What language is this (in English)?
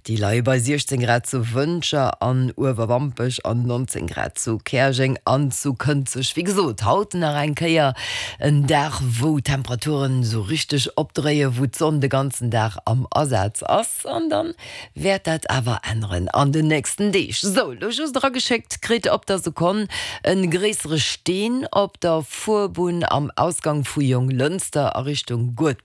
Luxembourgish